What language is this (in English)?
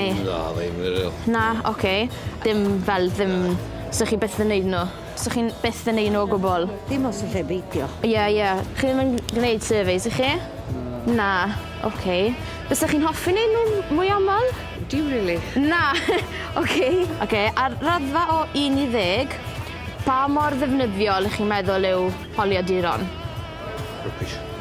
Welsh